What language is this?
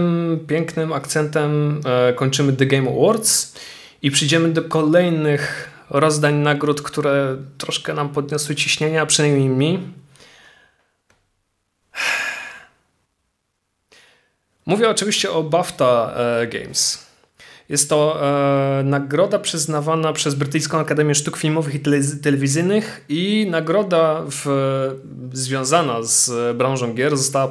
Polish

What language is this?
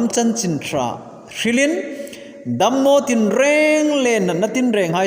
Hmar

